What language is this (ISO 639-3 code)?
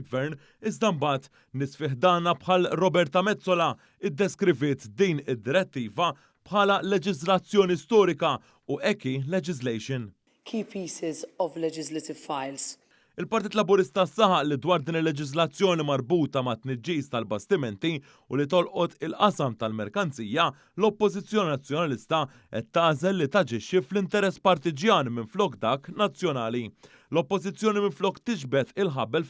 mlt